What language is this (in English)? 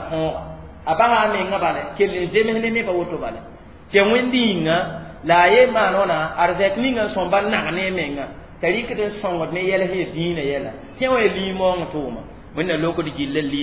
Mossi